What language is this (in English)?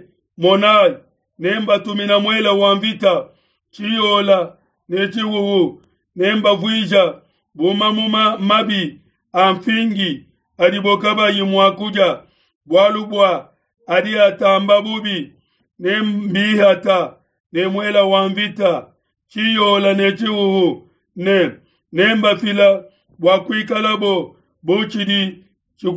Luba-Lulua